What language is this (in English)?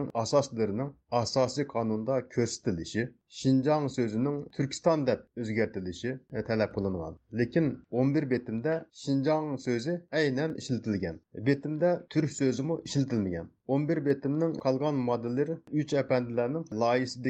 Uyghur